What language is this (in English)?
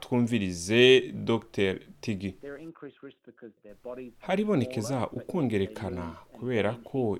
Rundi